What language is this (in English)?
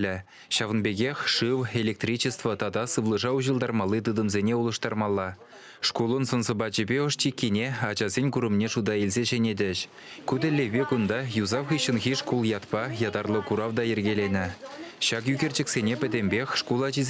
Chuvash